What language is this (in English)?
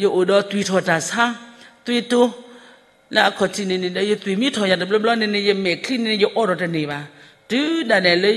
S'gaw Karen